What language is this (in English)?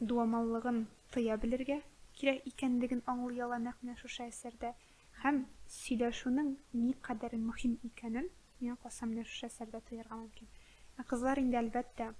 Tatar